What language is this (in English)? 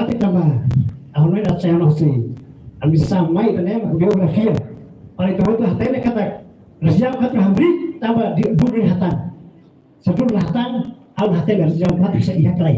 Tetum